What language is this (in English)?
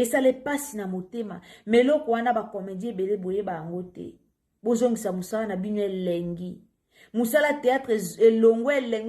Lingala